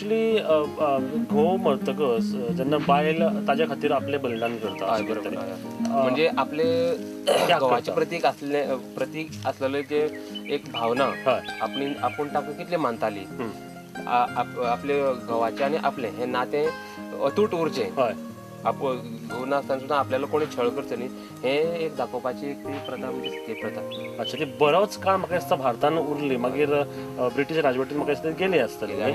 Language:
Konkani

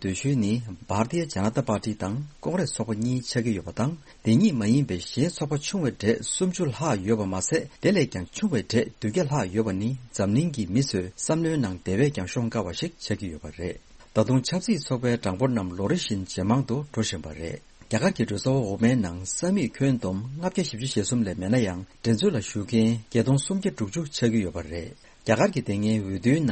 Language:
Tibetan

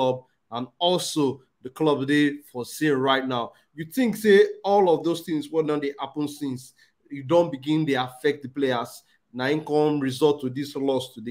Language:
Nigerian Pidgin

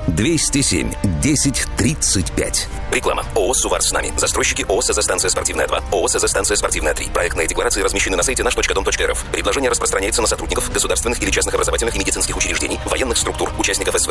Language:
Russian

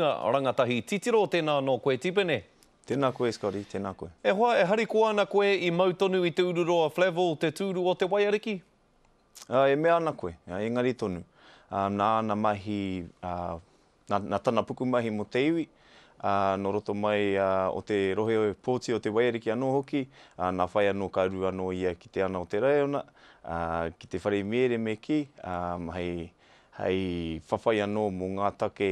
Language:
Māori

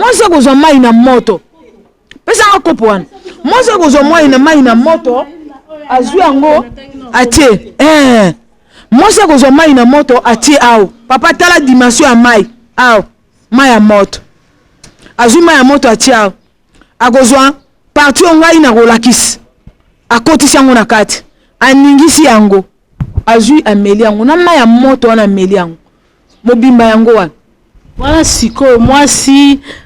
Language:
Lingala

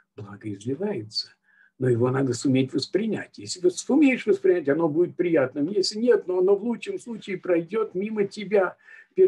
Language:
Russian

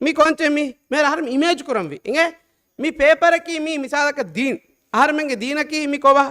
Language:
Divehi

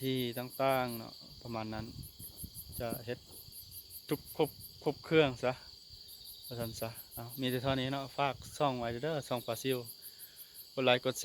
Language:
Lao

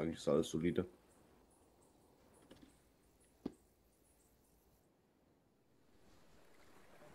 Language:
German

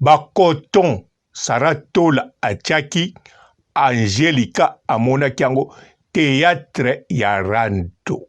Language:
Lingala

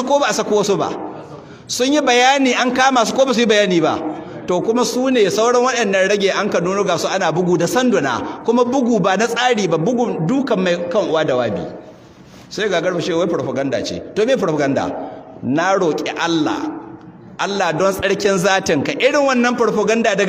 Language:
Hausa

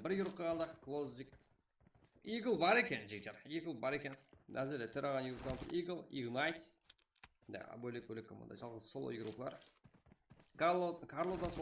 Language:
Kara-Kalpak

